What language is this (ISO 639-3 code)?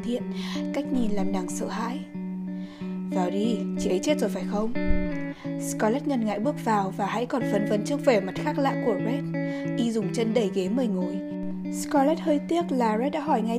vie